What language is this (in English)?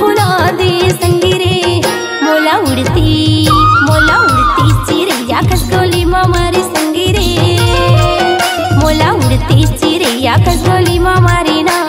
Chhattisgarhi